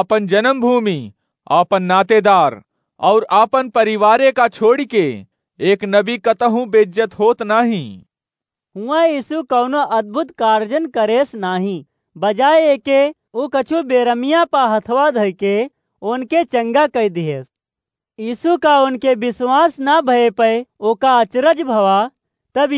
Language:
Awadhi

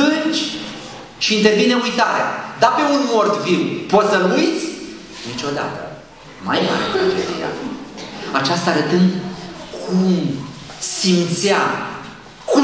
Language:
Romanian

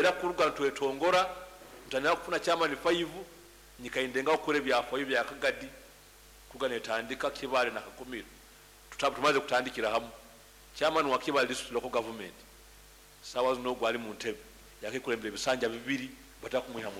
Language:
Nyankole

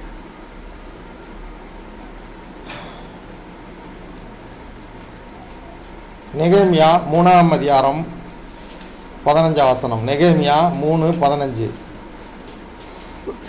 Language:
Tamil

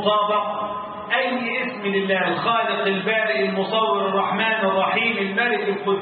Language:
Arabic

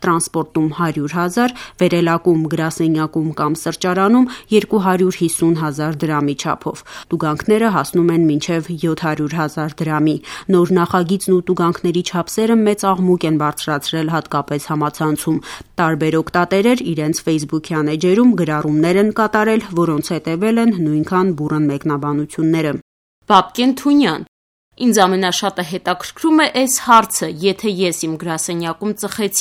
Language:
Armenian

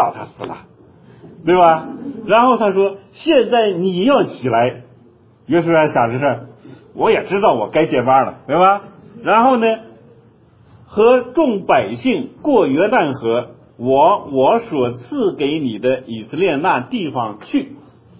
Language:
Chinese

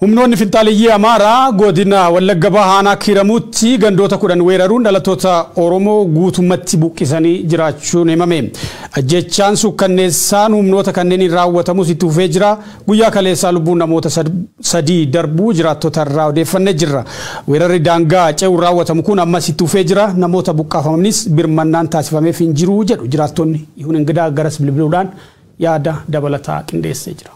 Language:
Oromo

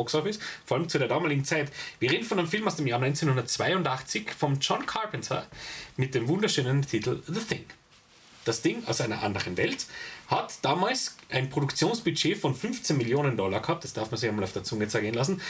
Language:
German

